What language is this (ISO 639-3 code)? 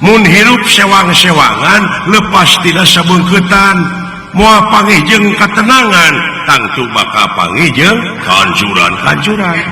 sun